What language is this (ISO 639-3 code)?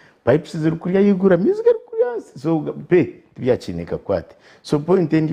nyn